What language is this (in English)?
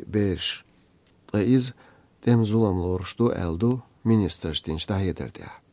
Chechen